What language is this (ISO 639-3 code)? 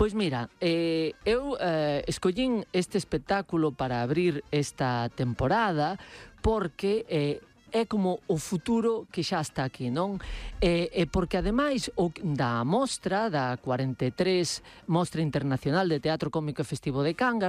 glg